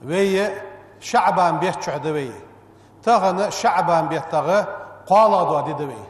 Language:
Ingush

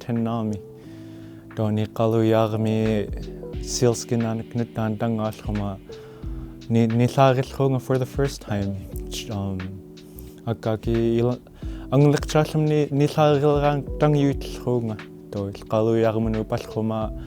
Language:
Central Yupik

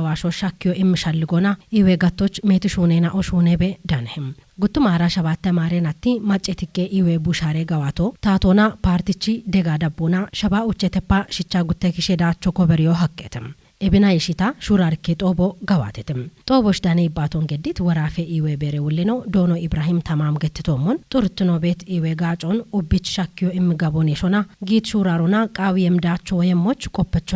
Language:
Kafa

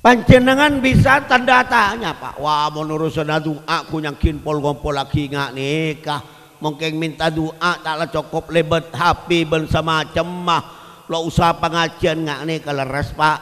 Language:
Madurese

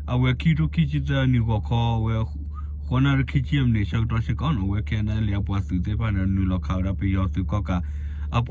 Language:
S'gaw Karen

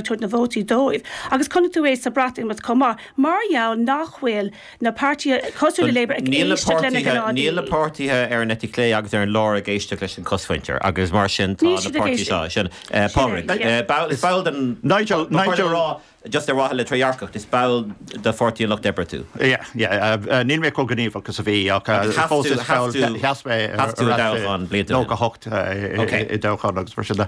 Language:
Irish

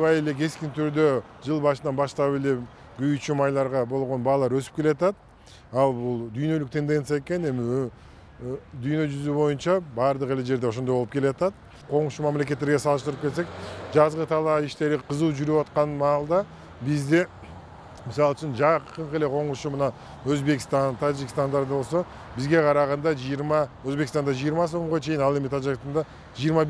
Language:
Kyrgyz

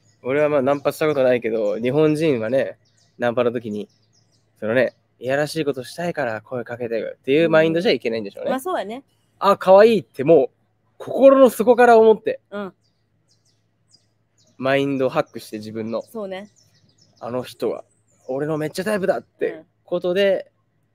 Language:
Japanese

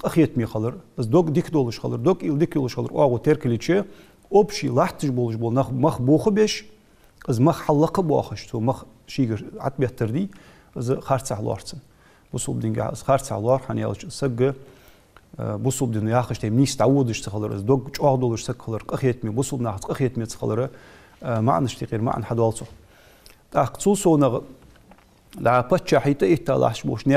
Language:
Ingush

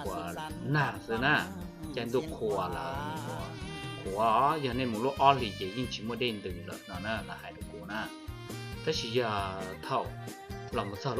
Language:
Hmong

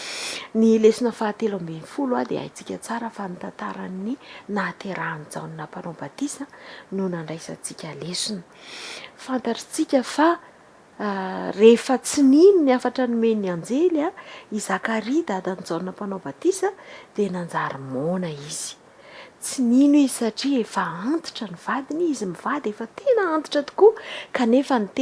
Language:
Malagasy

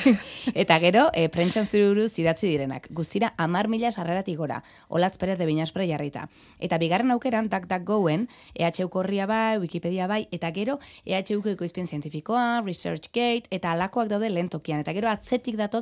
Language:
Basque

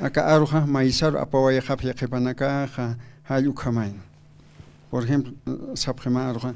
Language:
Aymara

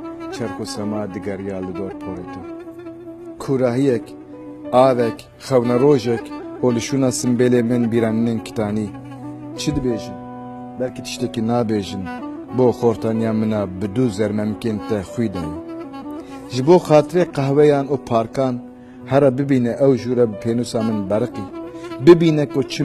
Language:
Kurdish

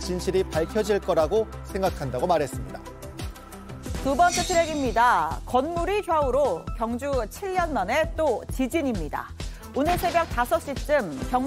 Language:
Korean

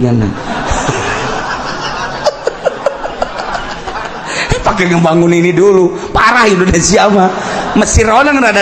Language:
Sundanese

